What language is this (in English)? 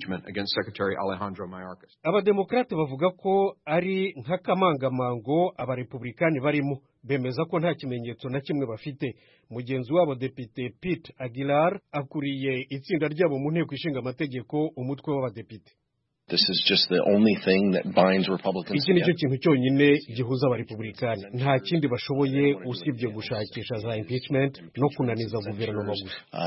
Kinyarwanda